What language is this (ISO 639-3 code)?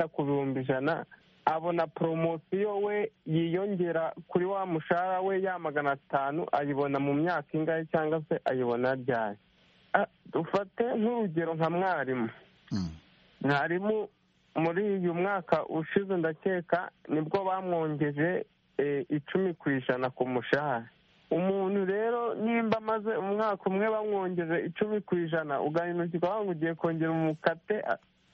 kin